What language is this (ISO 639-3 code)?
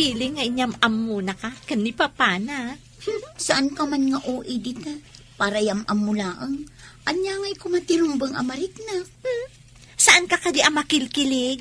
ilo